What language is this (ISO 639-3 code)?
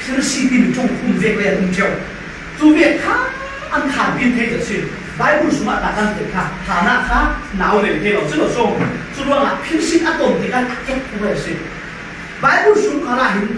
cfm